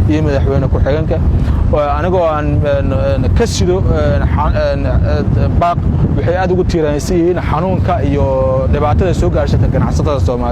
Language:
Somali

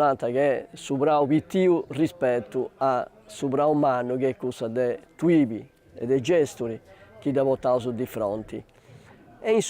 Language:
Sardinian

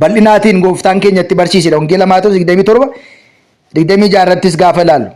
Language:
Oromo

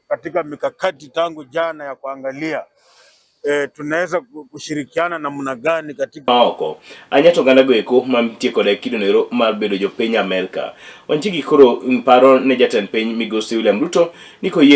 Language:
Luo (Kenya and Tanzania)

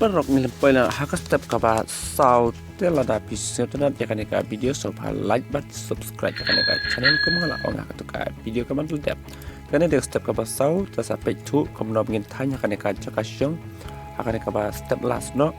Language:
Khasi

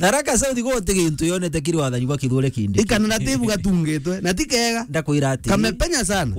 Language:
Meru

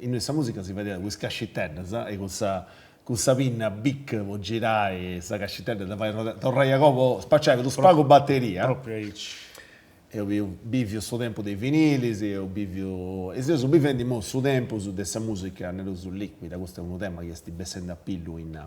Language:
Sardinian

